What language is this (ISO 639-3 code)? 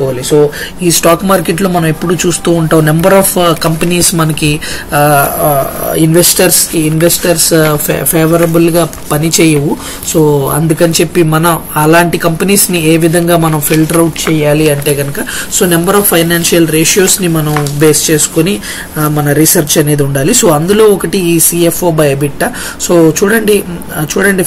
tel